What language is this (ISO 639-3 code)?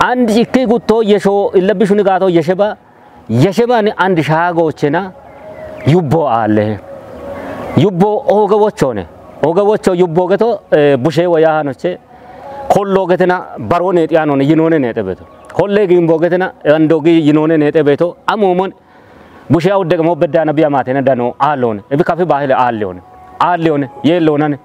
kbr